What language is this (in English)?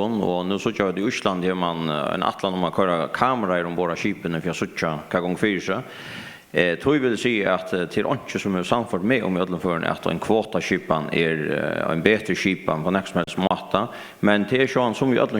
Faroese